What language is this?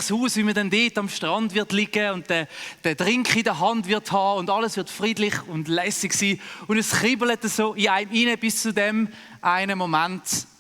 Swiss German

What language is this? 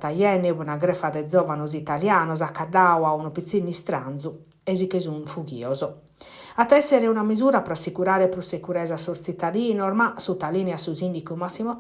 Sardinian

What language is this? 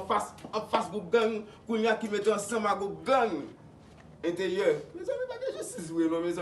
Haitian Creole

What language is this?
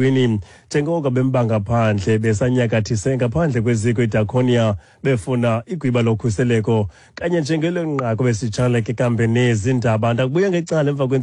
Xhosa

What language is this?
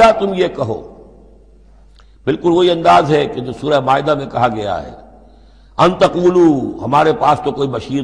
Urdu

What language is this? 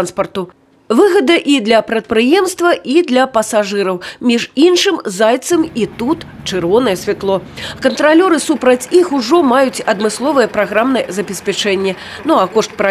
Belarusian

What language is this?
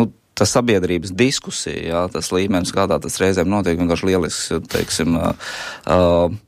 Latvian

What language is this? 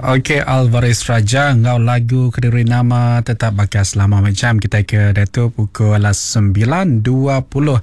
Iban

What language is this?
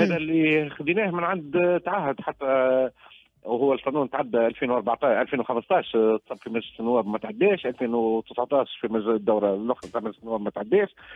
Tunisian Arabic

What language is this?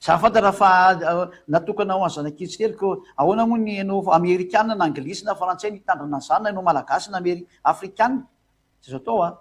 Malagasy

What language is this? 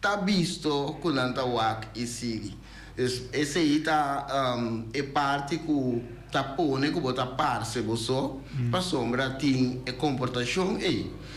Papiamento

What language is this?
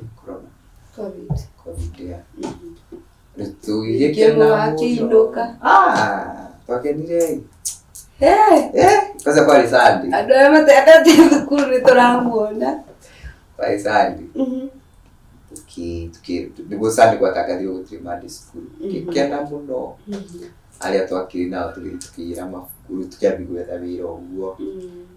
Kikuyu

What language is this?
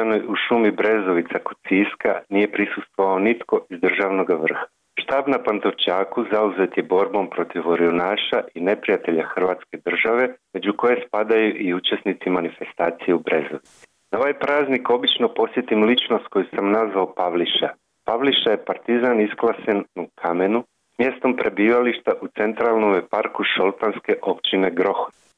Croatian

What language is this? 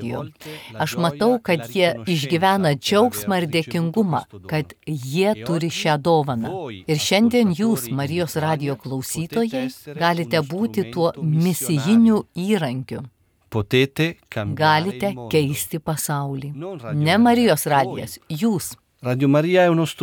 Lithuanian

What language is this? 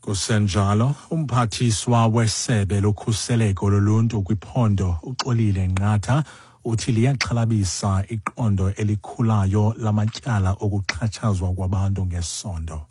Xhosa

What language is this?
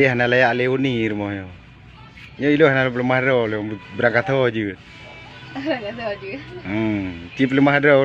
Achinese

